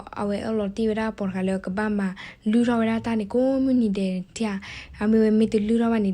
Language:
S'gaw Karen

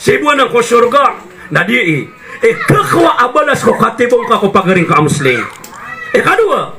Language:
Maranao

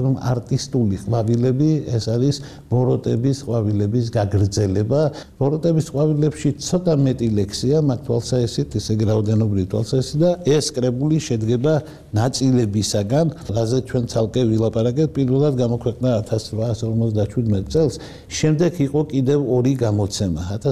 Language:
Georgian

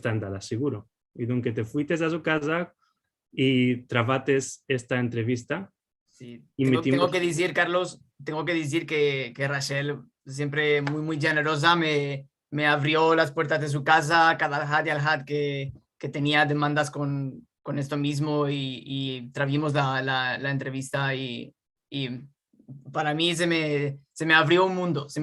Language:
Ladino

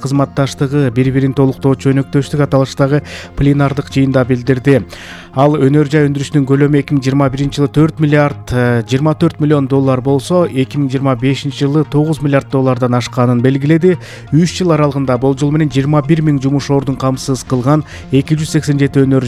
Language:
Kyrgyz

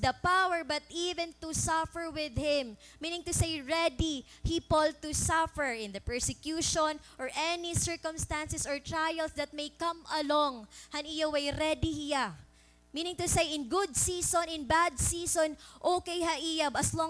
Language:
Waray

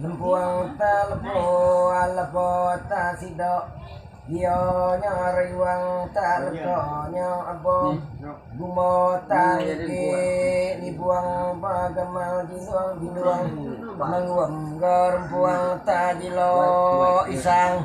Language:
Iban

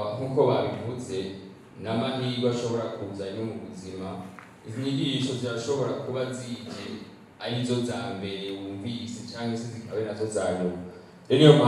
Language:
Rundi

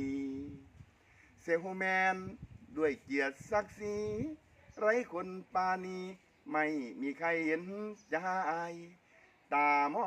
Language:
Lao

